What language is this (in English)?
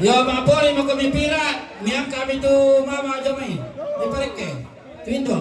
Toraja-Sa'dan